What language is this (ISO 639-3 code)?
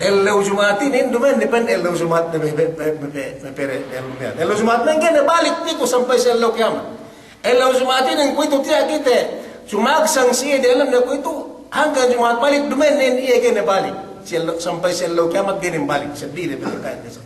yka